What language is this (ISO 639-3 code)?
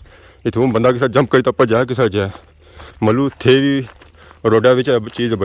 phr